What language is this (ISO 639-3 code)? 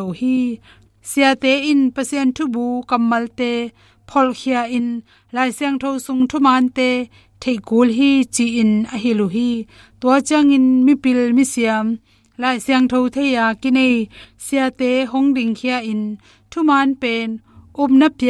ctd